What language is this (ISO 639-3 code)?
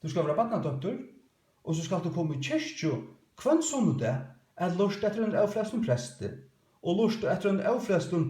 fao